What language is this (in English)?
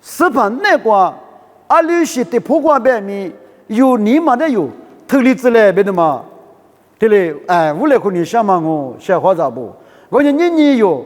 Lisu